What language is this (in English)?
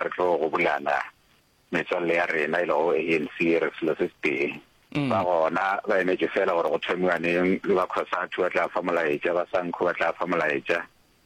Northern Sotho